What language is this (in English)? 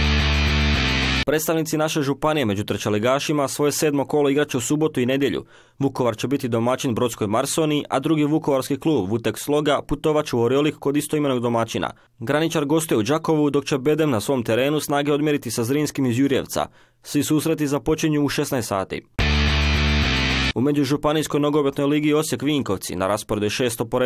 Croatian